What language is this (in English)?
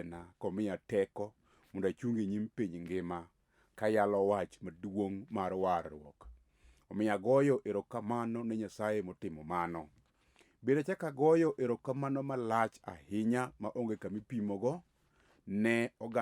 Luo (Kenya and Tanzania)